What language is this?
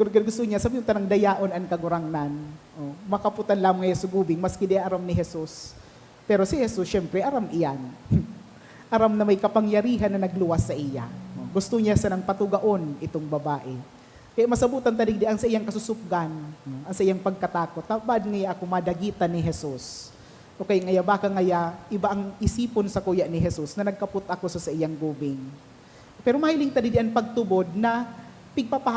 Bikol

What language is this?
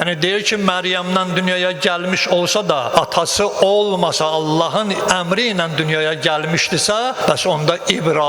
Azerbaijani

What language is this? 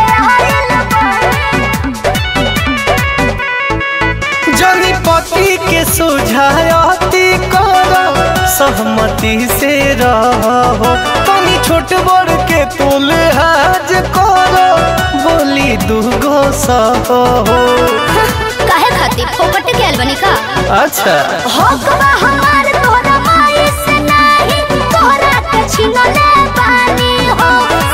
Bhojpuri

